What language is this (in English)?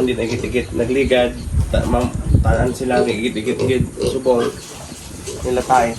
Hiligaynon